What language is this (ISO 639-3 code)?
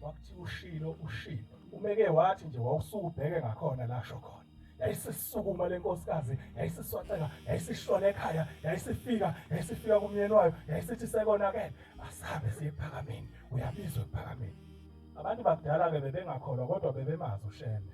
zul